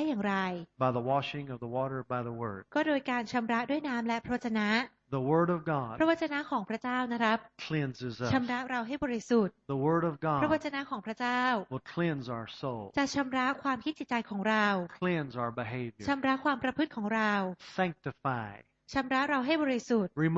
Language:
Thai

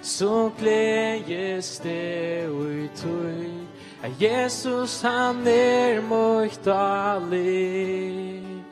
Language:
Faroese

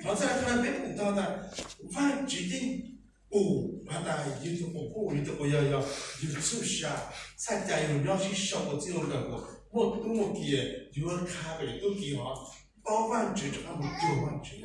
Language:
Hmong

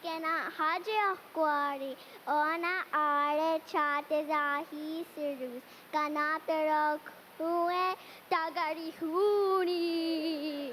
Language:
Mohawk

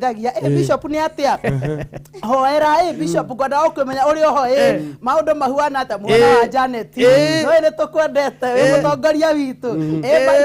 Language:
Kikuyu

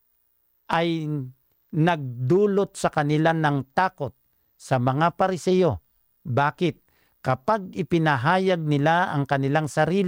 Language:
Filipino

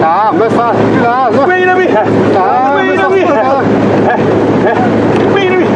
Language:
Xavánte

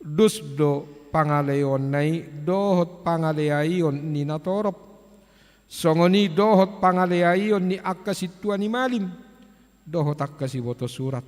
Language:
Batak Toba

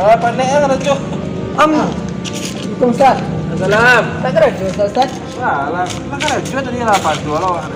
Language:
Minangkabau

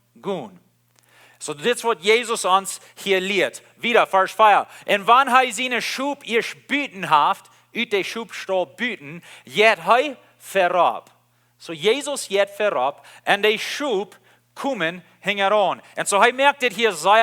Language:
Plautdietsch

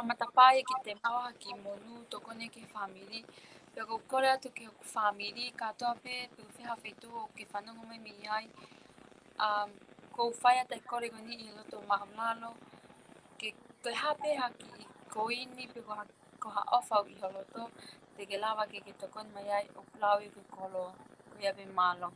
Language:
Tongan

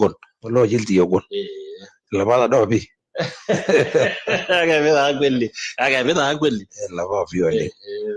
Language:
Masai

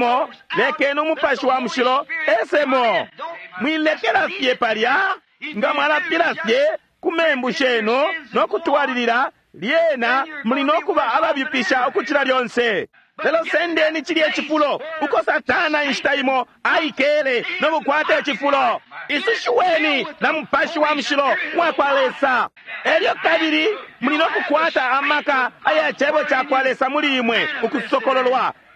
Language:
Bemba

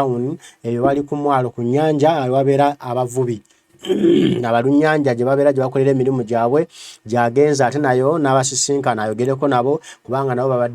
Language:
Ganda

